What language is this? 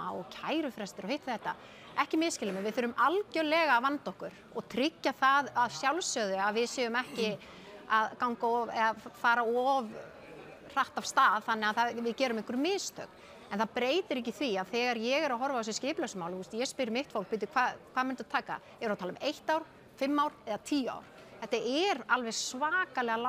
Icelandic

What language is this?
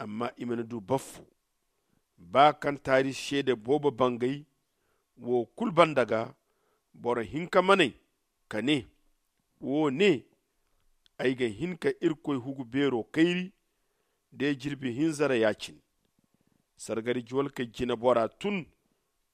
Zarma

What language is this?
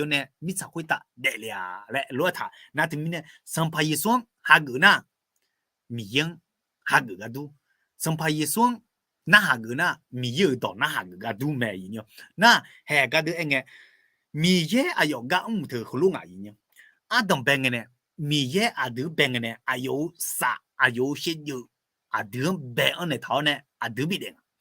Akha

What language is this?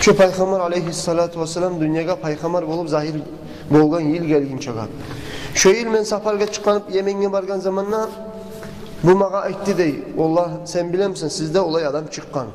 Kumyk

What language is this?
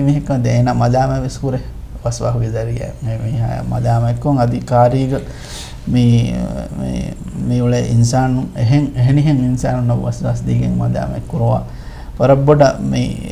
Divehi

